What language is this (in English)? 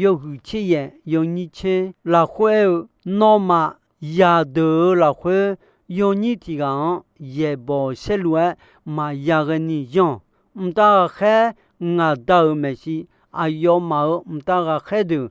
Akha